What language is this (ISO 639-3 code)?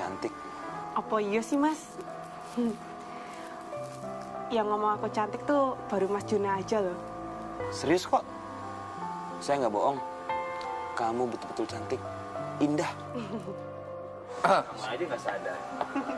ind